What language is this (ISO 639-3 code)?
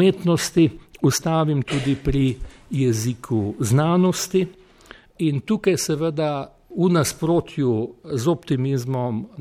slv